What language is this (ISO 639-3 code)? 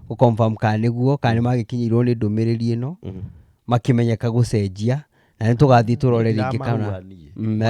kik